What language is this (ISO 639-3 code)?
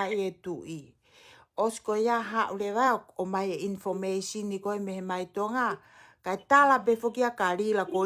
ton